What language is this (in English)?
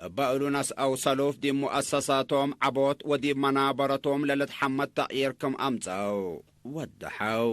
Tigre